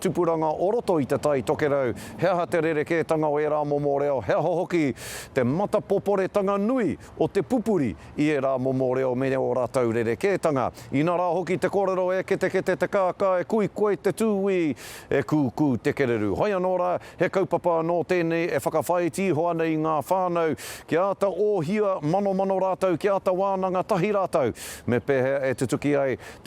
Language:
Māori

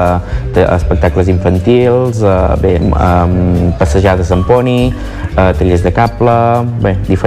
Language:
Catalan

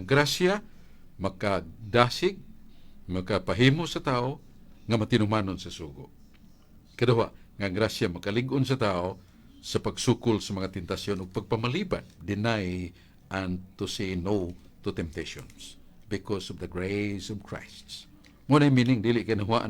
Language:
Cebuano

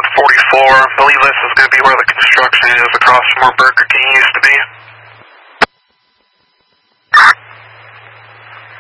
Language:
English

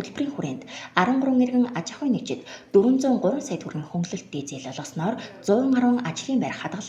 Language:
Mongolian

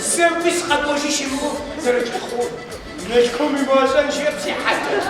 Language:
Adyghe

